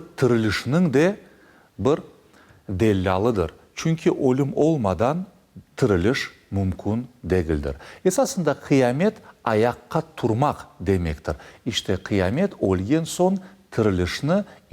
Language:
Crimean Tatar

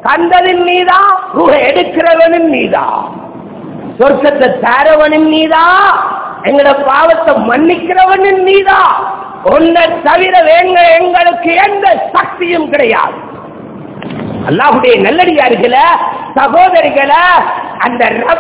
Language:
Tamil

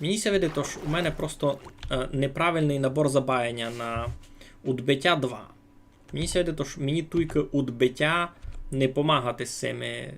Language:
Rusyn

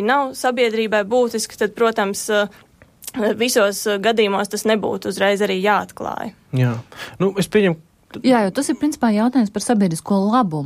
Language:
Latvian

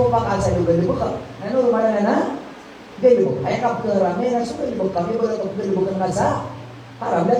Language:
Maranao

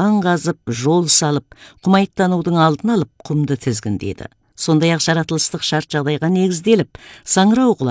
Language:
Kazakh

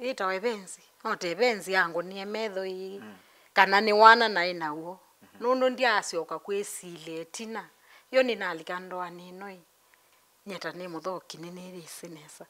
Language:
Kamba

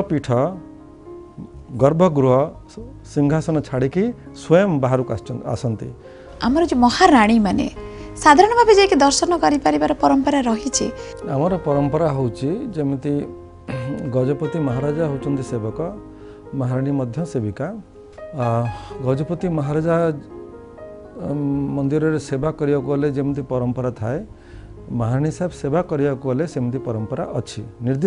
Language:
Odia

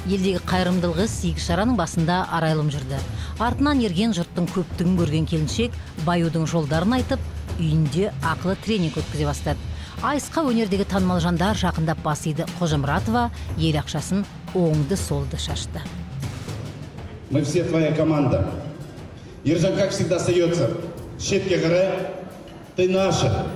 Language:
Kazakh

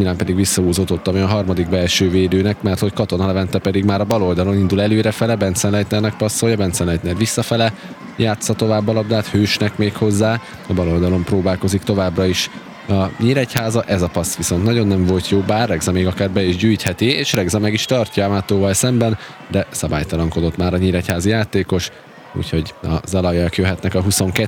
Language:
Hungarian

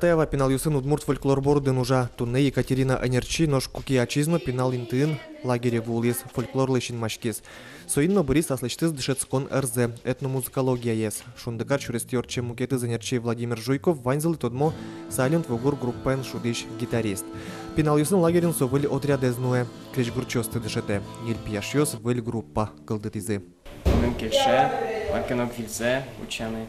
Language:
Udmurt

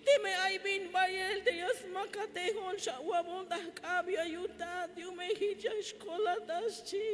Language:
Tzeltal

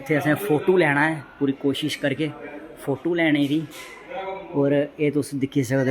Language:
Dogri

